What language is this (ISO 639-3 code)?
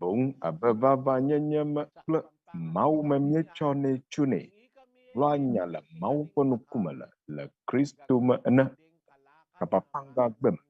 ewe